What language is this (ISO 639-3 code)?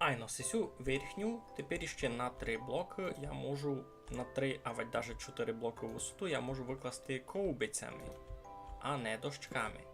rue